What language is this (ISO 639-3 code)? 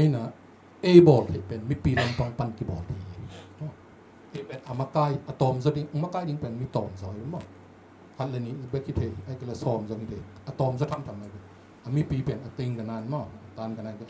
ctd